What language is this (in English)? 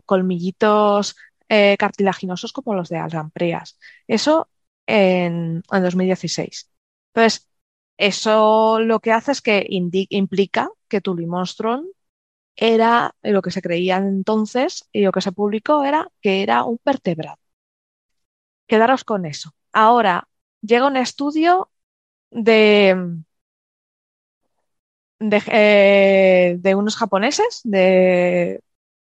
Spanish